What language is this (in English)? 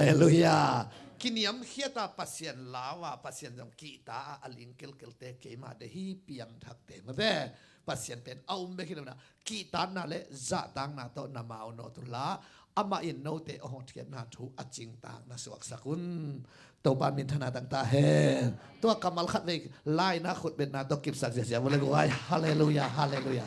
Tedim Chin